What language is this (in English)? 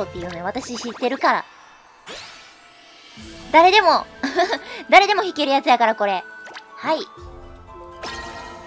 Japanese